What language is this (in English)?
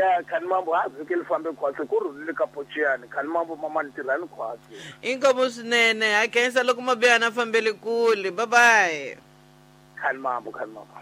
Tsonga